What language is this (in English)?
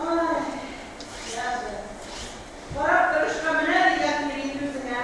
Tatar